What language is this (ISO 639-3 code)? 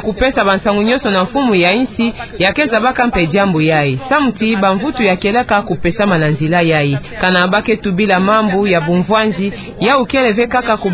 ktu